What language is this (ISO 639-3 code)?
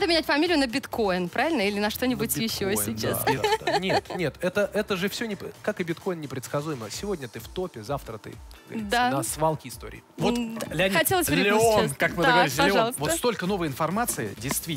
rus